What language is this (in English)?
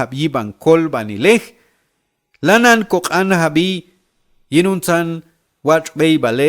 Q'anjob'al